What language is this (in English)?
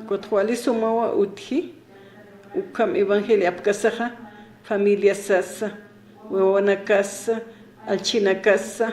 Aymara